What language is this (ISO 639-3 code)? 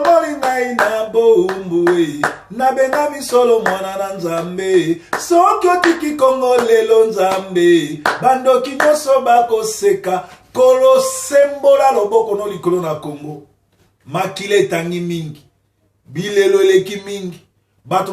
lin